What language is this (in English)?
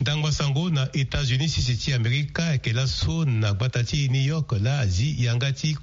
Sango